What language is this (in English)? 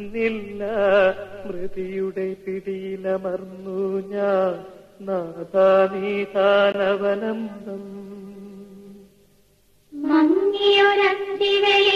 Malayalam